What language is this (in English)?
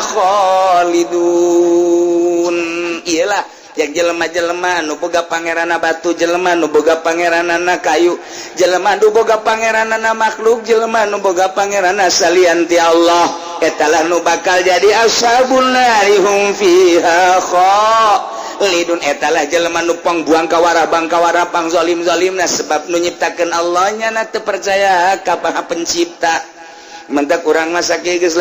Sundanese